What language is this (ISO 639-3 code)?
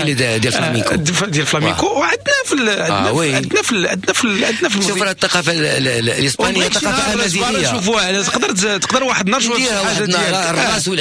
ary